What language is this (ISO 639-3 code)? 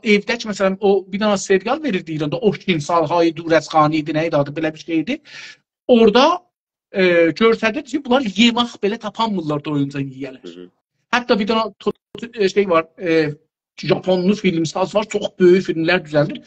azb